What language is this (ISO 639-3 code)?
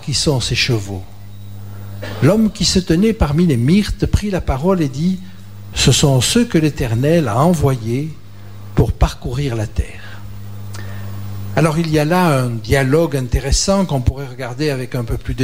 fra